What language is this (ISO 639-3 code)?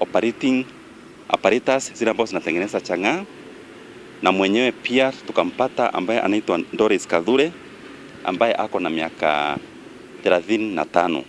mer